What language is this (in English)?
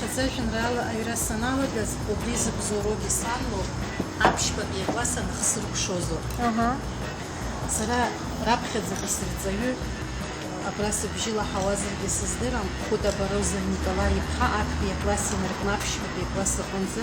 Abkhazian